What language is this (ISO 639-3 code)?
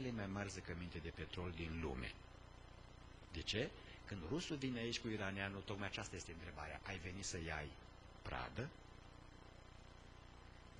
ron